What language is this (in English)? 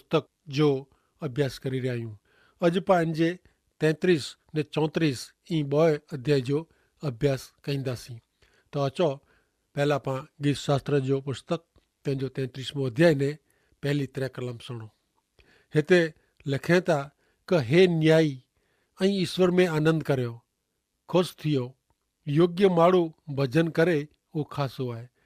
Kachhi